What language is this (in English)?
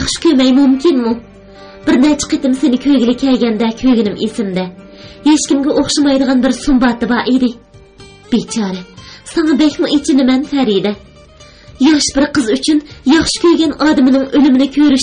Uyghur